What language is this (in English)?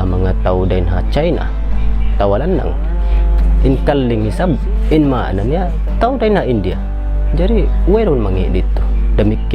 Tausug